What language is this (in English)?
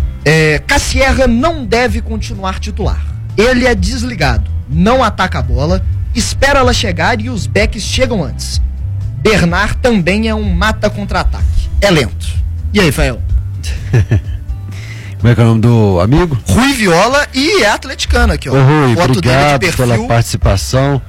Portuguese